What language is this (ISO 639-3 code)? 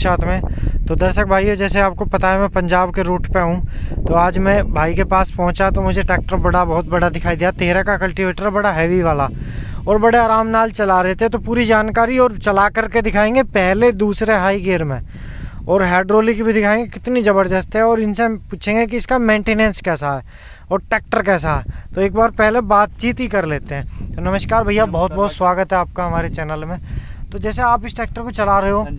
hin